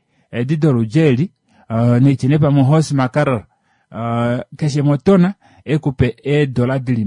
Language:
Kuanyama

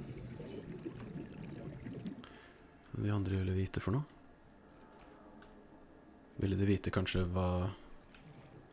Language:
Norwegian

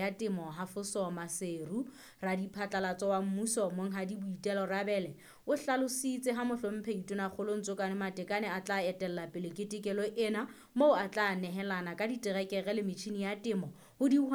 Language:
Southern Sotho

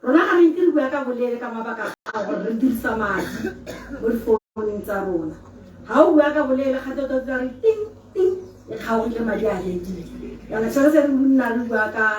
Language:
Tswana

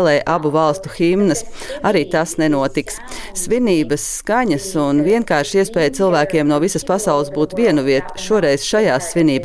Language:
Latvian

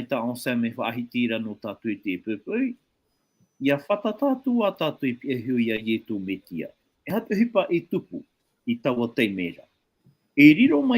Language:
Tahitian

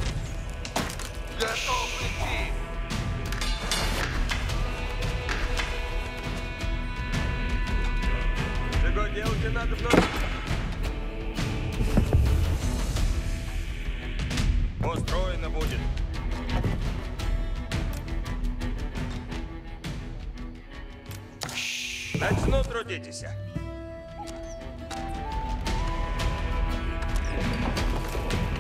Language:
Russian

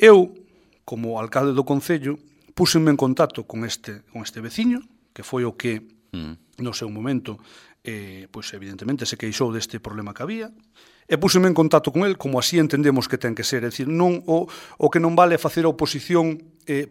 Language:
Galician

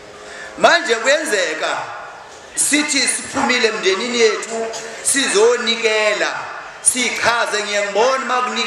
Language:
Zulu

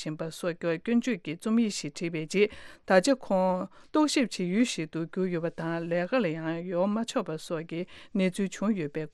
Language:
Tibetan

